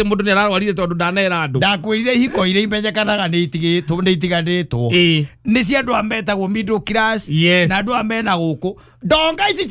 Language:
Kikuyu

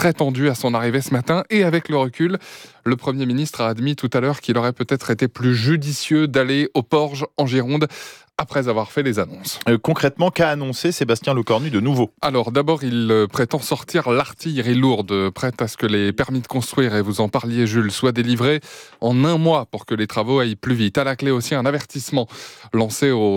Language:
French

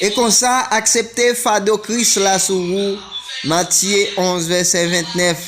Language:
Haitian Creole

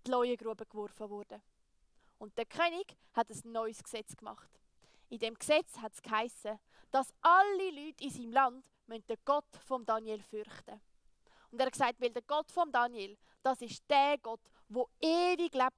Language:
Swiss German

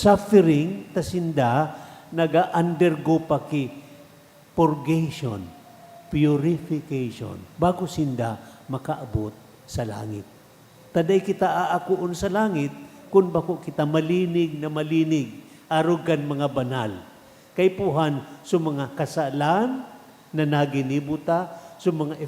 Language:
Bikol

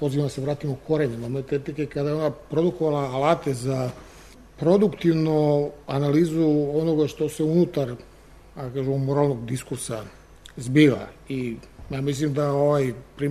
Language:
Serbian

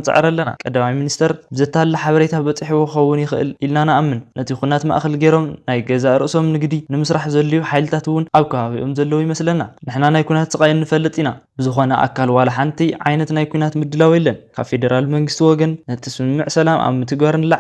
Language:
Tigrinya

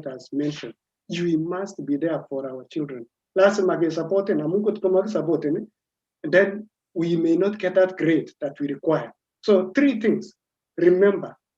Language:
Kalenjin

